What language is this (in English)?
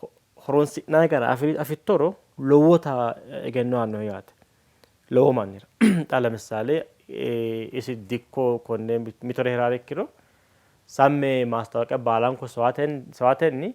Sidamo